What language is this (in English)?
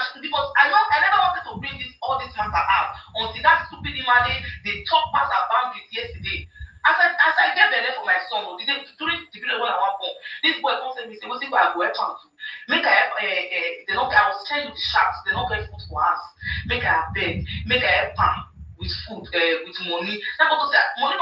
Nigerian Pidgin